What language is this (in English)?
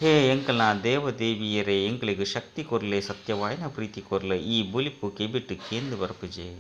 Tulu